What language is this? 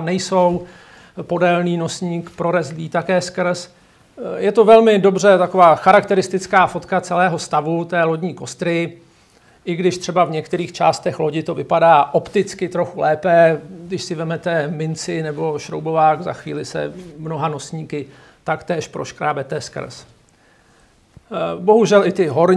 Czech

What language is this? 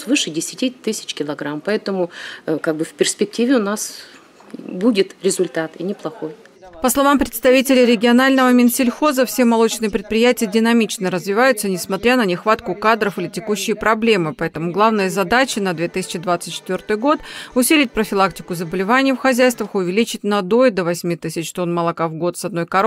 Russian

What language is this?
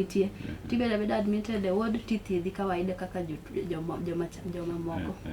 Luo (Kenya and Tanzania)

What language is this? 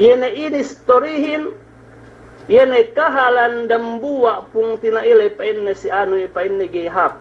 Yakan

